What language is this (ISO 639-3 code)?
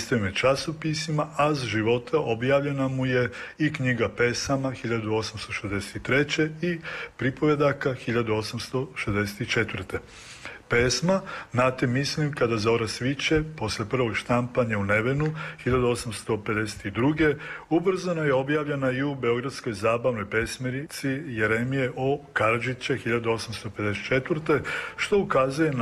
srp